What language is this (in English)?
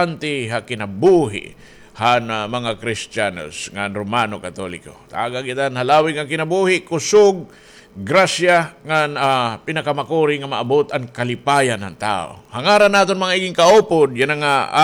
Waray